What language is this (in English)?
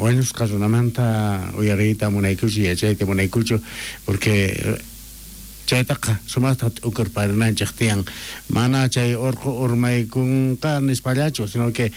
South Bolivian Quechua